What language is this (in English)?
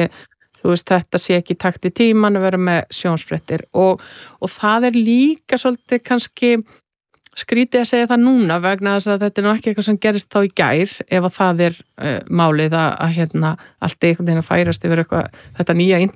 Icelandic